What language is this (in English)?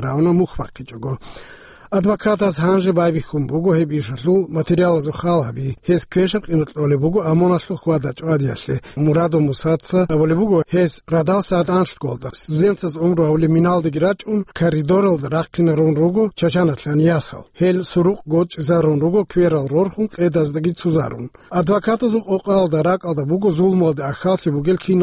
Avaric